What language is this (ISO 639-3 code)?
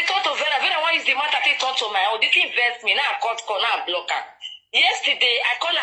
pcm